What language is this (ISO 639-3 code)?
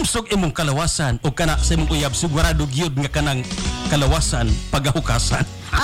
ceb